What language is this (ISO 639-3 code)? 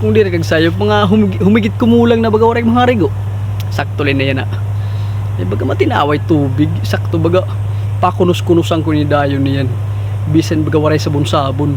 war